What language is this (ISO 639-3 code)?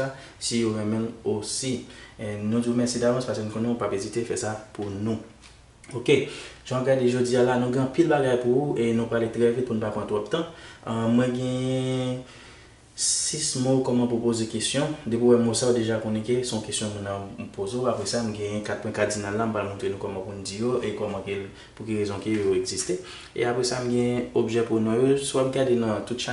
hat